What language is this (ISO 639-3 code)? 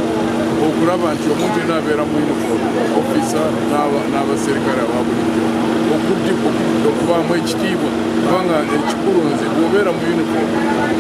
lug